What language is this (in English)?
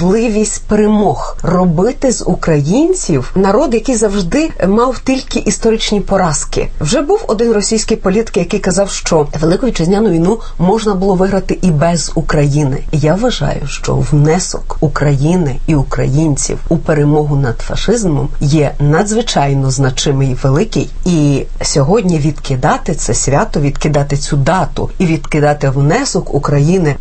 Ukrainian